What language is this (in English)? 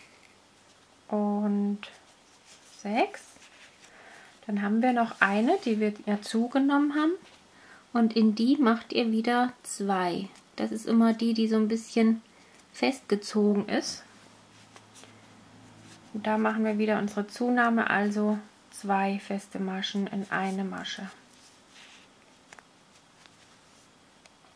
German